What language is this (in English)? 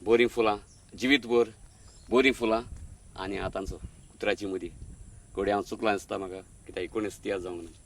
Konkani